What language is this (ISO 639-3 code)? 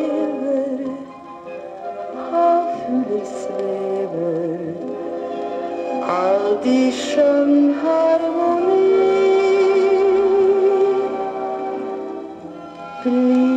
nor